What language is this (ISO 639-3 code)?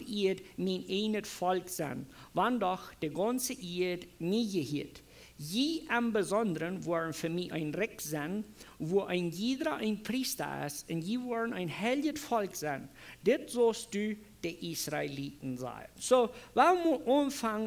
pdt